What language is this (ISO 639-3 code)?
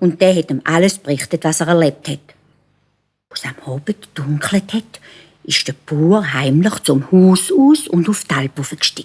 gsw